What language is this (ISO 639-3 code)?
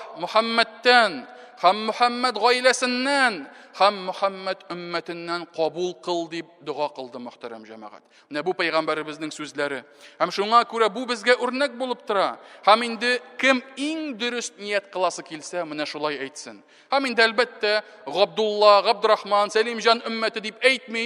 tat